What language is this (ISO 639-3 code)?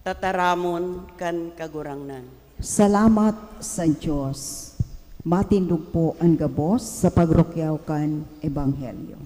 bik